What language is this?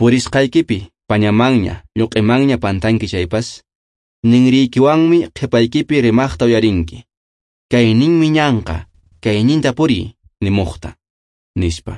Quechua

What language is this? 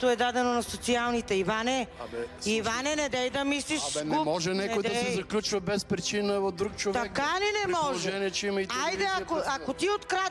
Bulgarian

